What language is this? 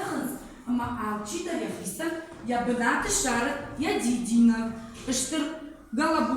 Ossetic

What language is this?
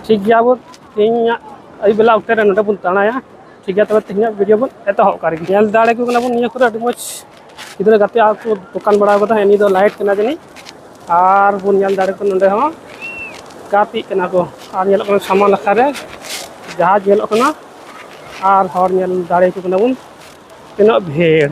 Santali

